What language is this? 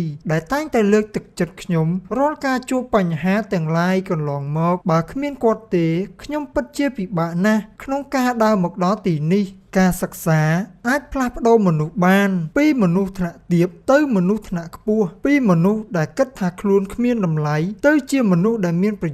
Khmer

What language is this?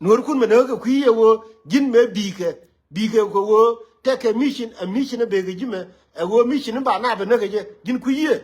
Nuer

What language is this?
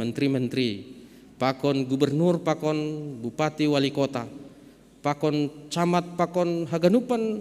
Batak Simalungun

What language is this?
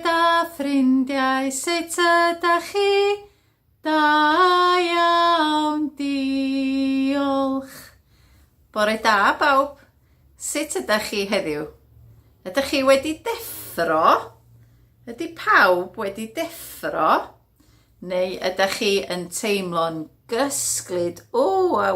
Welsh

